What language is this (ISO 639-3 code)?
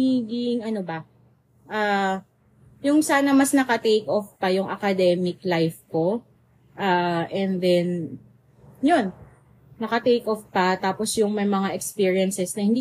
fil